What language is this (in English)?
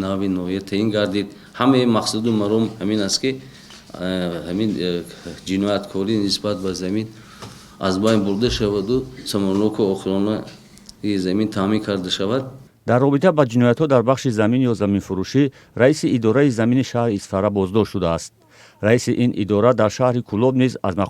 Tajik